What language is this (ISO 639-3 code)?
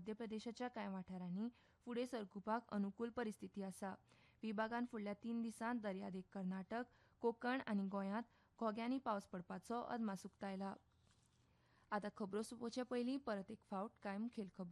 kok